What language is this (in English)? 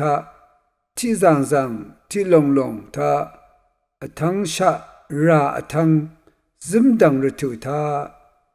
Rawang